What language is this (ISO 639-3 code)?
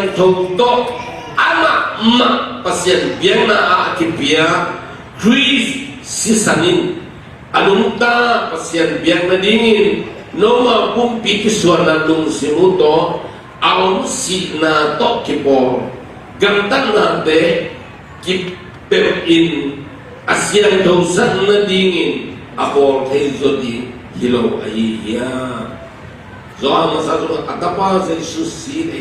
ctd